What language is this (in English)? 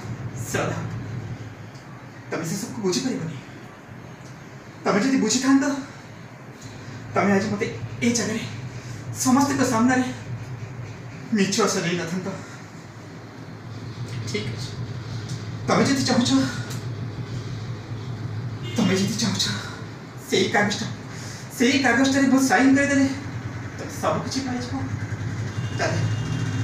Odia